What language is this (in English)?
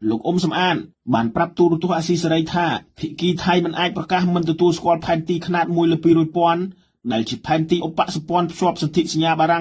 Khmer